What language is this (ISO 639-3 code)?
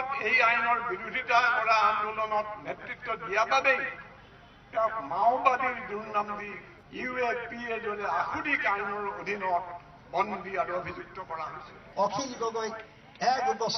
asm